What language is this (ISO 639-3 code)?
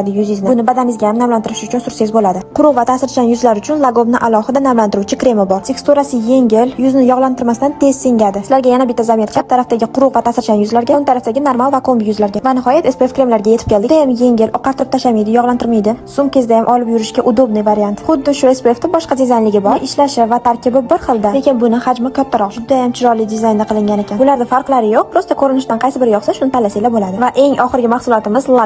uzb